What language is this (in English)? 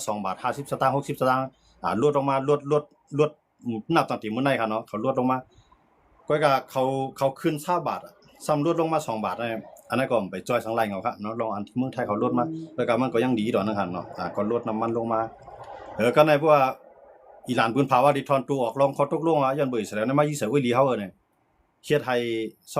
Shan